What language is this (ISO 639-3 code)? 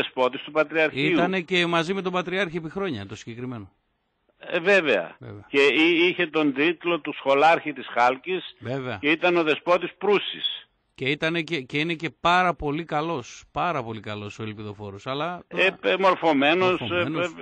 ell